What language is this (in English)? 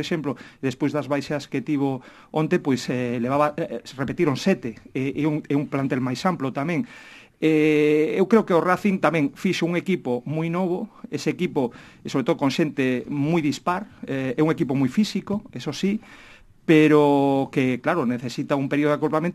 Galician